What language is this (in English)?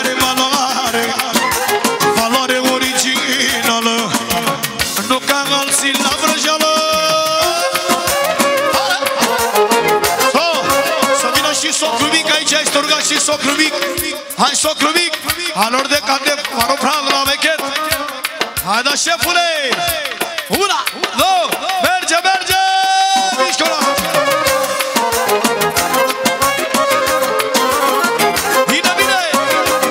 Romanian